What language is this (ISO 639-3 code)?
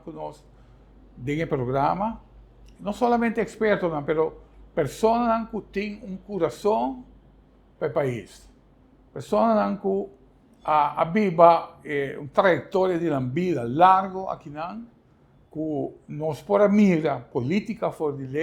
pap